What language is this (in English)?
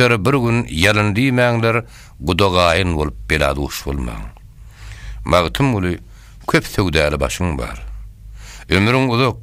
Turkmen